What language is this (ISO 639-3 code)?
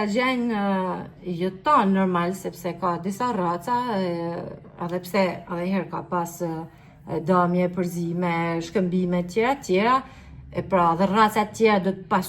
sqi